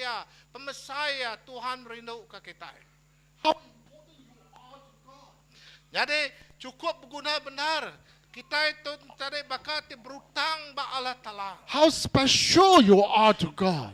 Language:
Iban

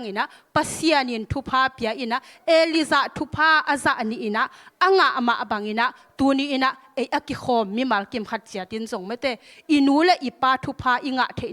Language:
Tedim Chin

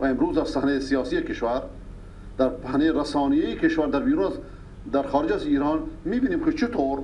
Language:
Persian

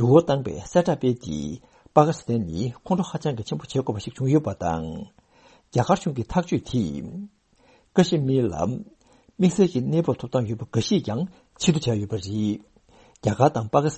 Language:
Tibetan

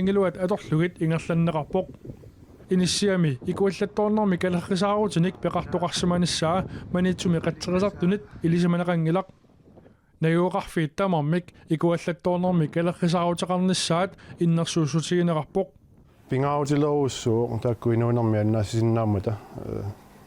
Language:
Kalaallisut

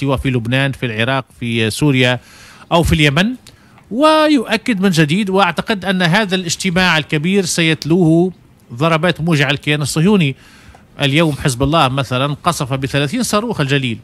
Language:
Tunisian Arabic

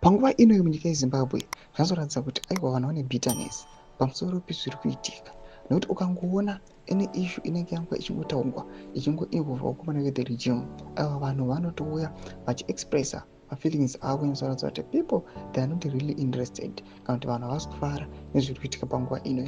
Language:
Shona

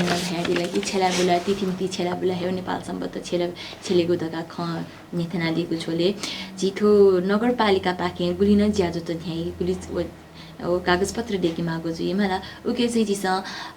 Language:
Newari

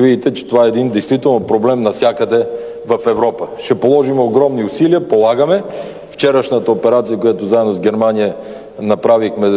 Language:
Bulgarian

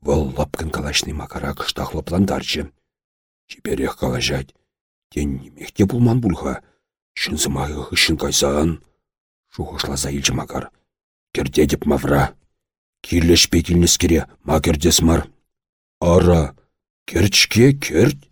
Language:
Chuvash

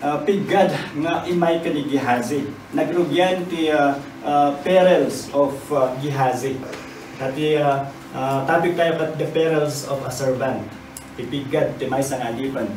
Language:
Iloko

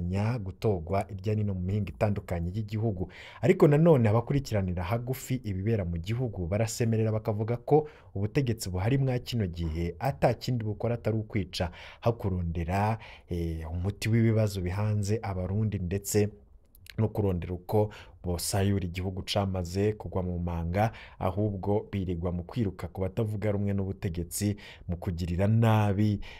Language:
Rundi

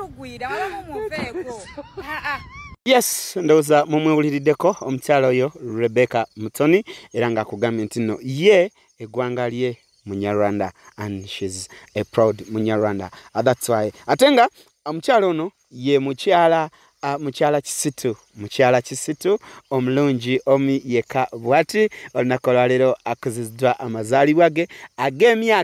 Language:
Ganda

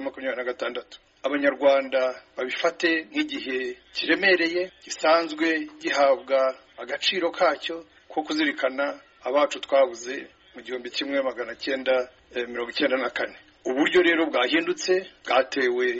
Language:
Kinyarwanda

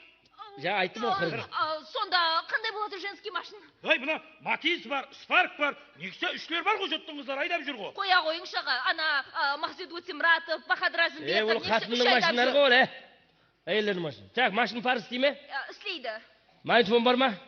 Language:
Kara-Kalpak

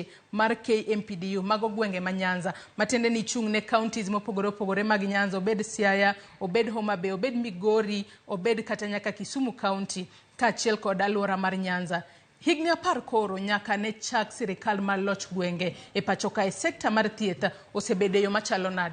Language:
Luo (Kenya and Tanzania)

